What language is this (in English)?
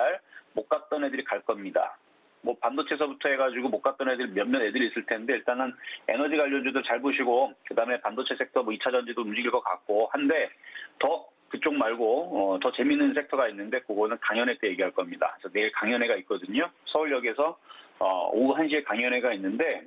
Korean